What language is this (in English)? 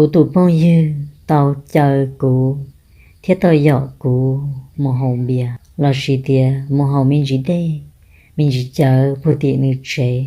Hmong